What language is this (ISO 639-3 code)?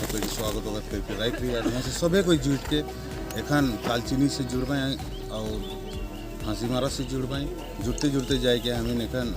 sck